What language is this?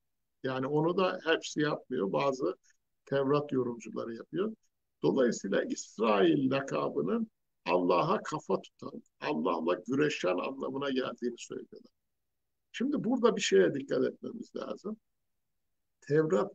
Turkish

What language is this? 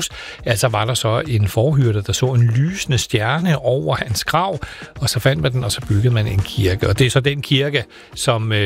Danish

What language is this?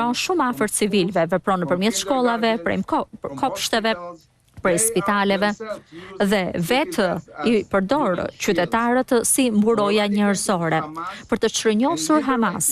Albanian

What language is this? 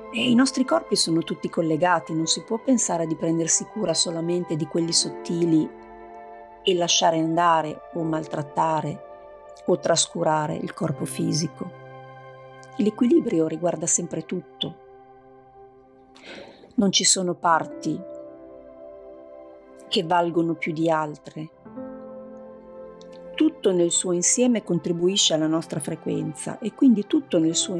Italian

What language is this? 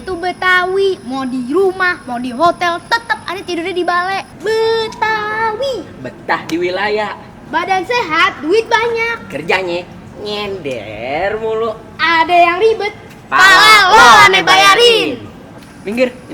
Betawi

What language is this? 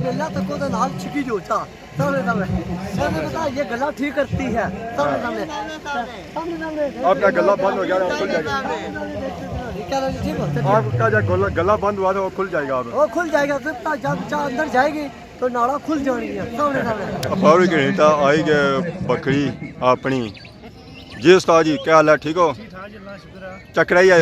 Pahari-Potwari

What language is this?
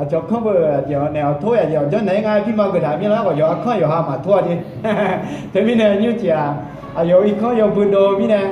Akha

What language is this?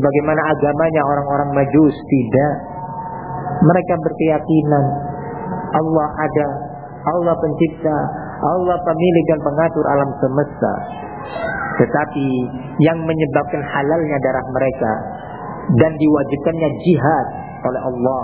Indonesian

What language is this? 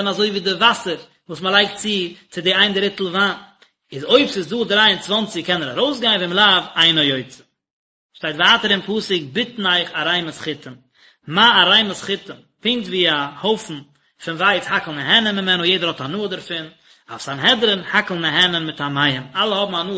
Yiddish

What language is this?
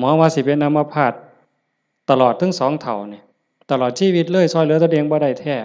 Lao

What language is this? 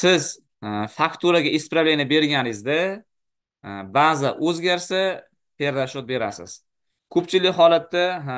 Uzbek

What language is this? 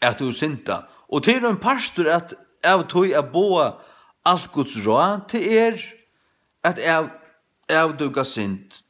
Faroese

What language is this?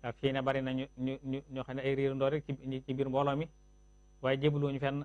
Wolof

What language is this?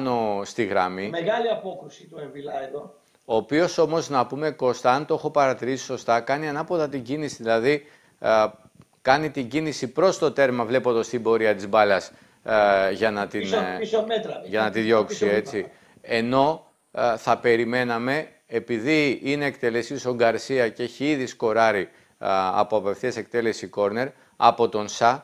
Greek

